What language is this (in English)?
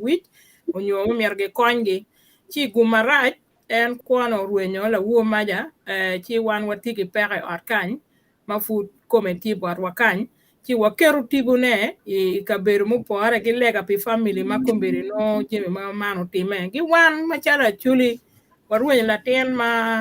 Acoli